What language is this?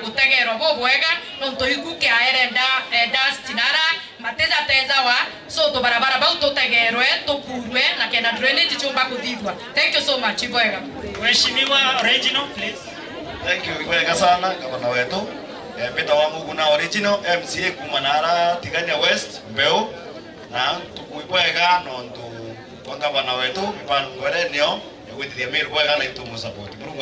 Meru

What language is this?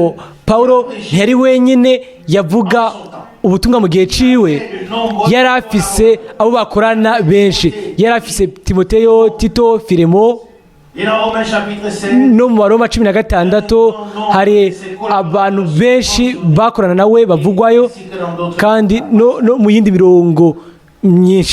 Rundi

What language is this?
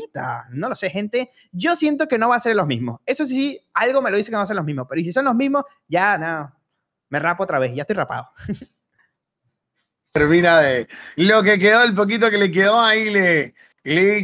Spanish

